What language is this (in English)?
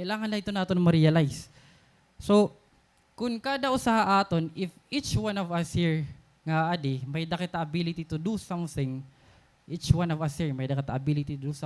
Waray